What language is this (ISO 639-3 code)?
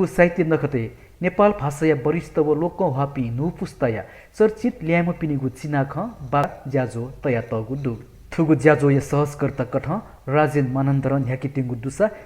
new